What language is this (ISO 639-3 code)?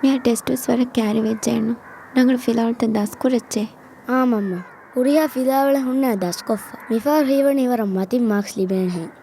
div